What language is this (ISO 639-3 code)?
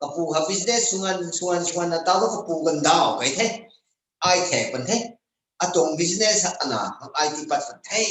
nbu